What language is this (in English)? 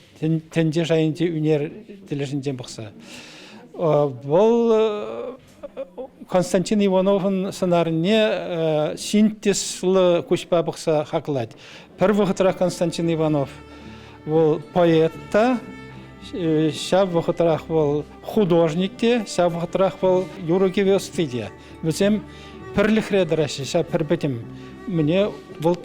Chuvash